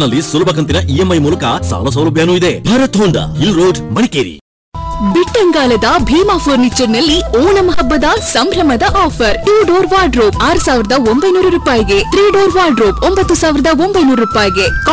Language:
Kannada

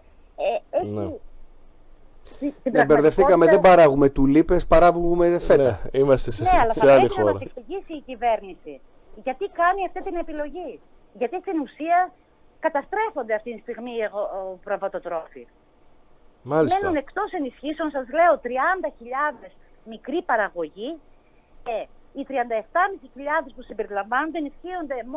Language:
Greek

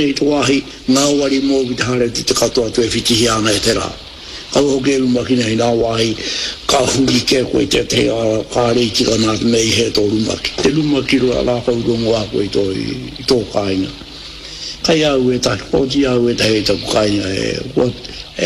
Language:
Māori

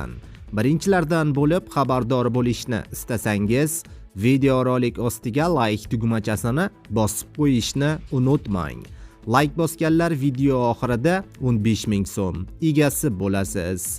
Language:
Uzbek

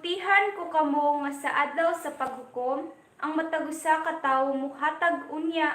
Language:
Cebuano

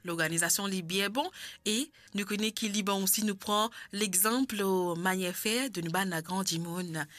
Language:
Morisyen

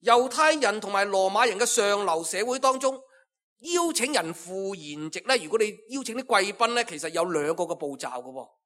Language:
Cantonese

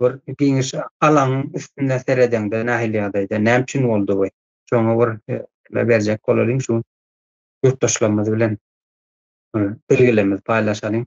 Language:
Turkmen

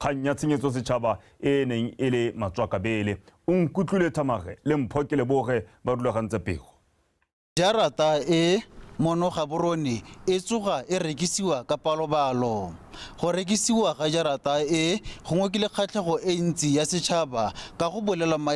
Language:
Tswana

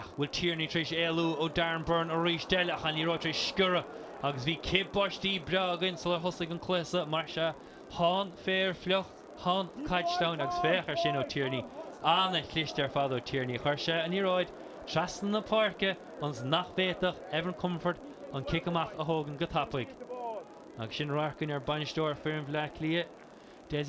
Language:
Irish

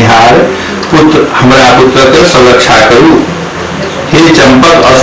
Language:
Maithili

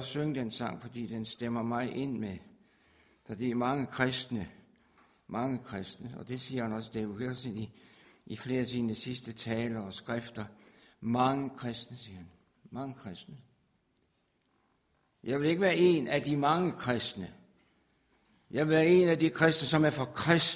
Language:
Danish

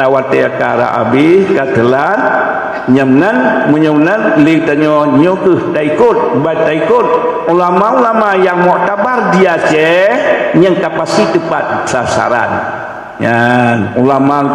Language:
Achinese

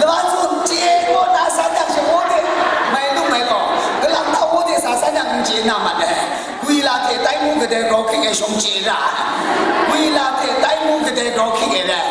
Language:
Kachin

